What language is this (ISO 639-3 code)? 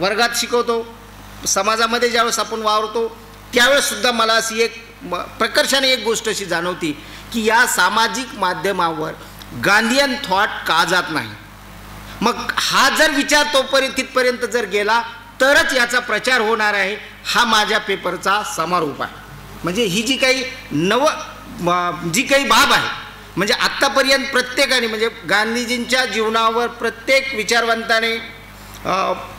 mar